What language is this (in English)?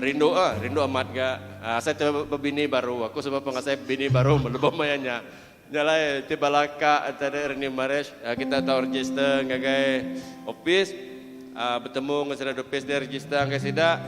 Iban